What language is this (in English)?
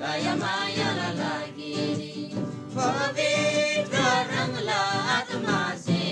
Eastern Tamang